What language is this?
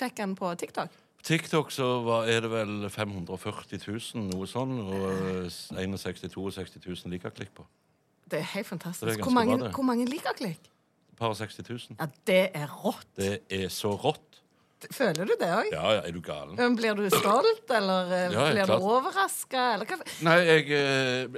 Norwegian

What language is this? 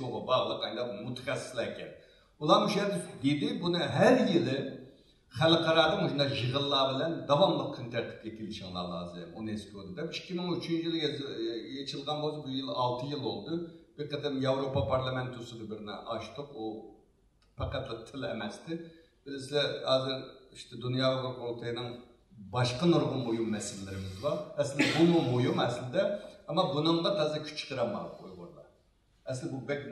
Uyghur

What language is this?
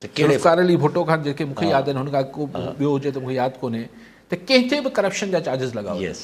Sindhi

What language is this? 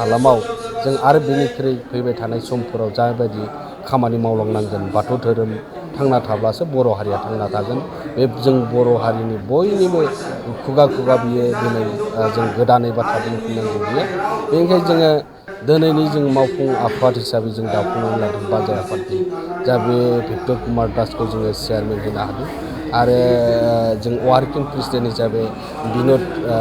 Bodo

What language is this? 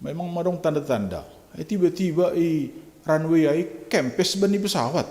Batak Simalungun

